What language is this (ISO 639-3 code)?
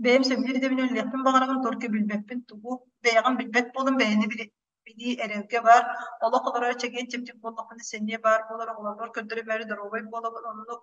sah